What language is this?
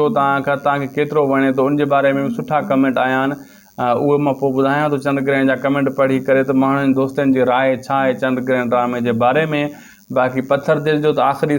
Sindhi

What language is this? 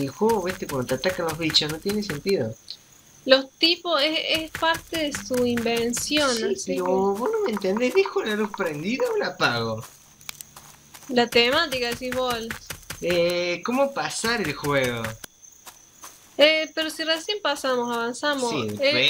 Spanish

